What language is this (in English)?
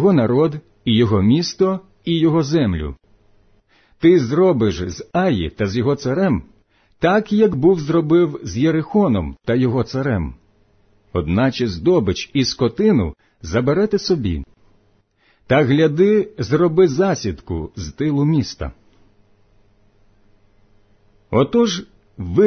Ukrainian